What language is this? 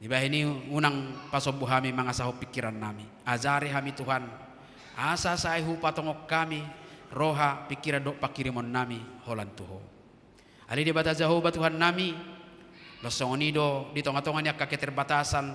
Batak Toba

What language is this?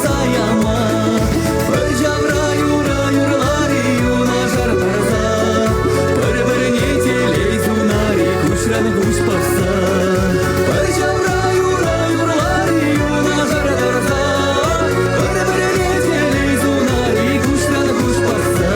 Chuvash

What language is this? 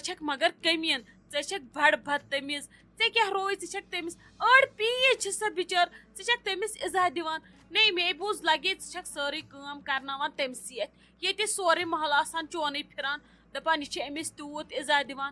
Kashmiri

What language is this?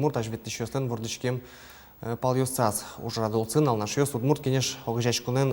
Udmurt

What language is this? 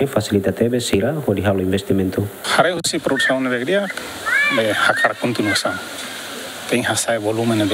Tetum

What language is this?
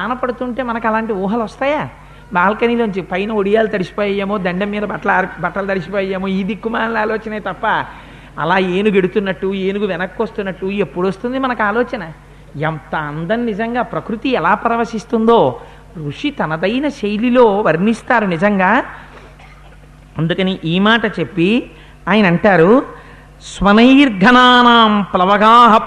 Telugu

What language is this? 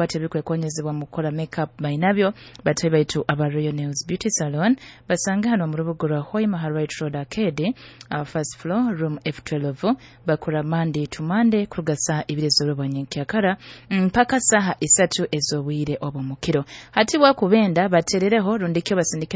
Nyoro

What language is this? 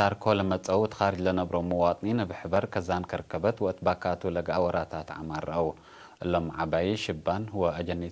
Tigre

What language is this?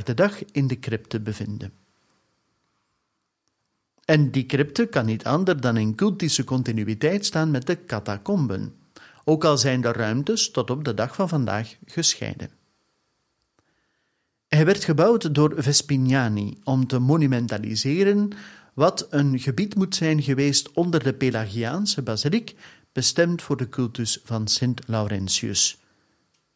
Dutch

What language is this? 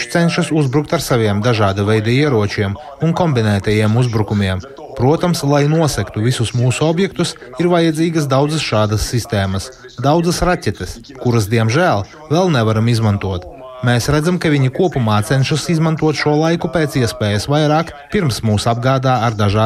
Latvian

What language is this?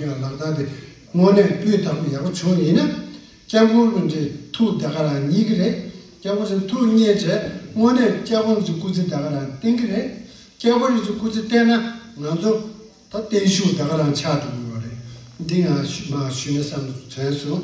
Tibetan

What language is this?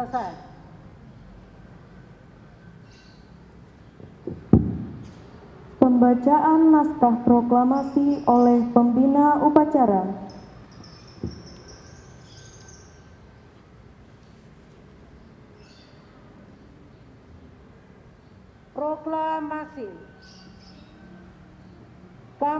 Indonesian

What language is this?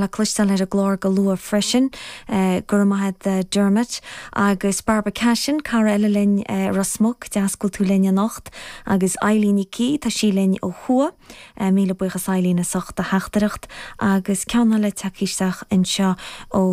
Irish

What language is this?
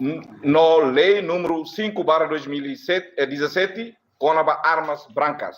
Tetum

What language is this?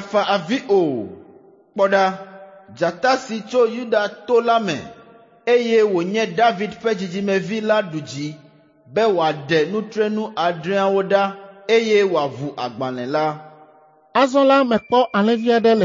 Ewe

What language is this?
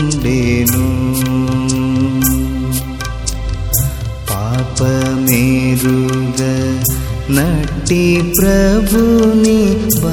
Telugu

